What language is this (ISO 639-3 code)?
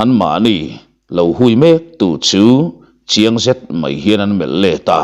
lus